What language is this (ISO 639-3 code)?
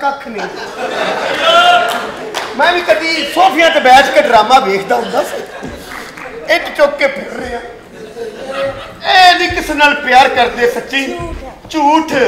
pan